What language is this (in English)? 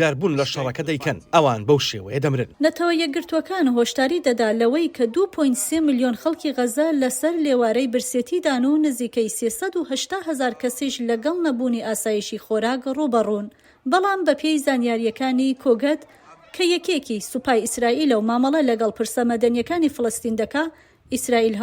Central Kurdish